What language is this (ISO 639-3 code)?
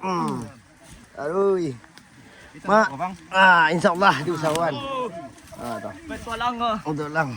min